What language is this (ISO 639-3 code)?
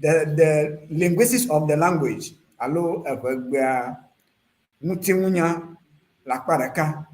ewe